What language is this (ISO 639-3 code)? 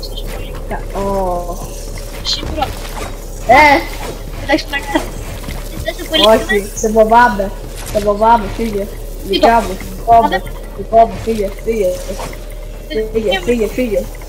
ell